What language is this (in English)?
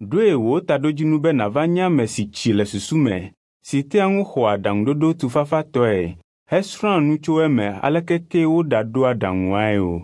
Ewe